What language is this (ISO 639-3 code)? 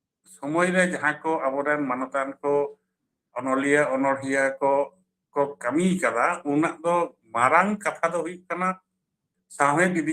sat